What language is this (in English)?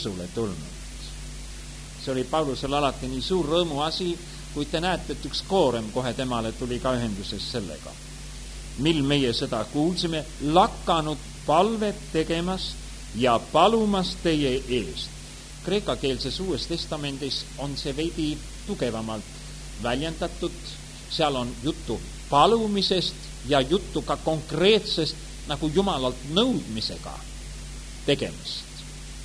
Estonian